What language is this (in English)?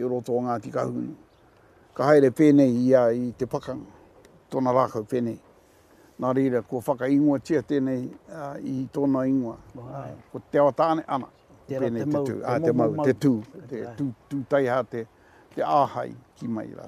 Māori